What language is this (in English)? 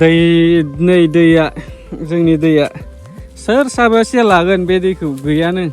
Bodo